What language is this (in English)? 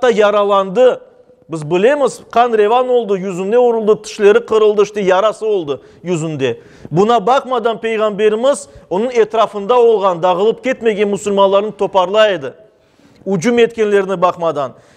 Crimean Tatar